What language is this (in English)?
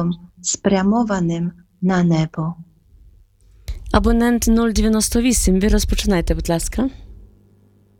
Ukrainian